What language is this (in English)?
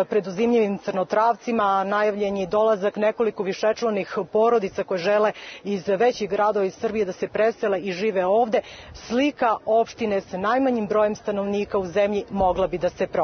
Serbian